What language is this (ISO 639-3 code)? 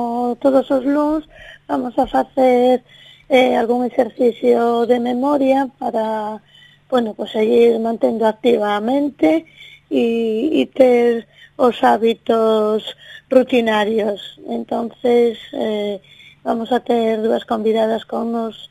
glg